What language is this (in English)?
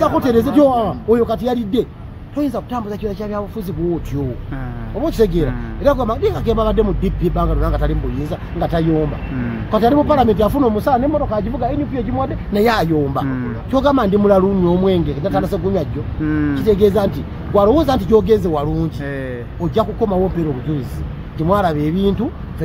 Ganda